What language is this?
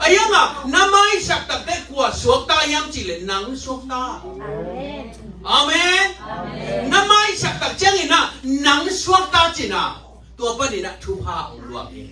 Tedim Chin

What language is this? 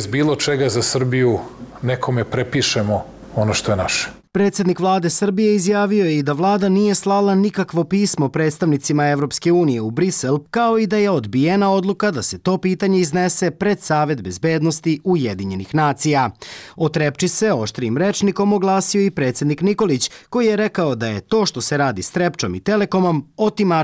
Serbian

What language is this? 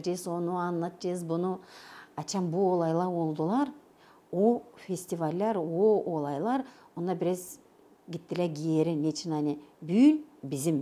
Gagauz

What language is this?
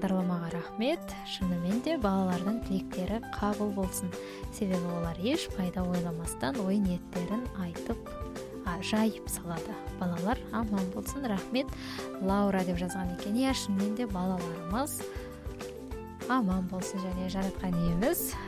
Kazakh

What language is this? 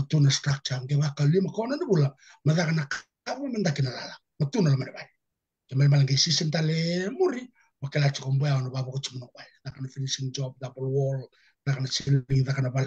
Fijian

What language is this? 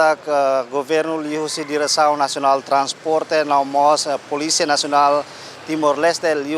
Tetum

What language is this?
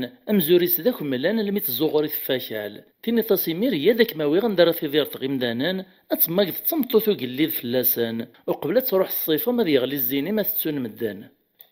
Kabyle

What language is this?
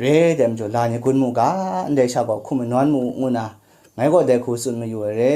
Kachin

